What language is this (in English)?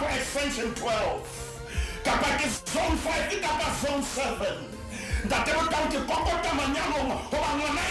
Southern Sotho